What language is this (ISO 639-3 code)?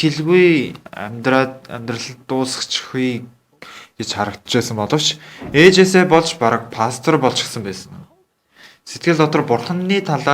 mon